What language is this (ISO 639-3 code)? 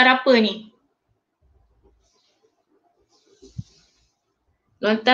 msa